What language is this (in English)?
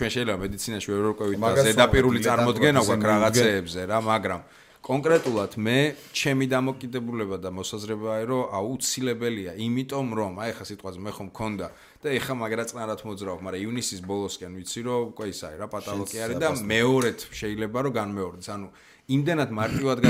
Georgian